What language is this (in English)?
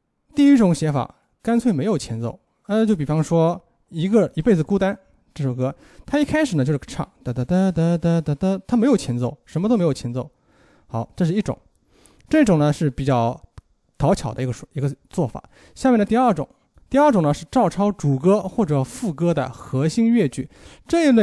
Chinese